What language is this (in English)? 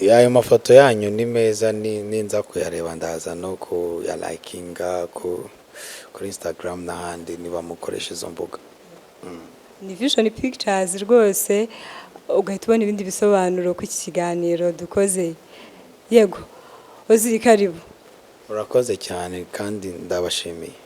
Kinyarwanda